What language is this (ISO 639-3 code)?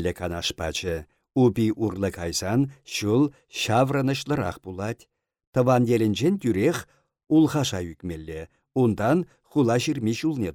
chv